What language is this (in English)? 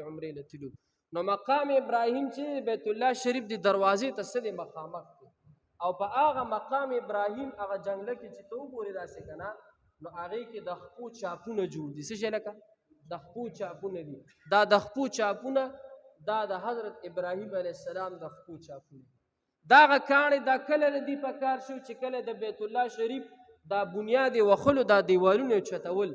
Pashto